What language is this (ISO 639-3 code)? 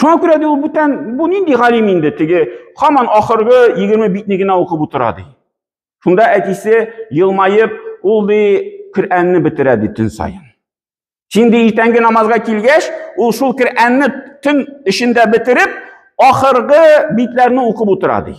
tat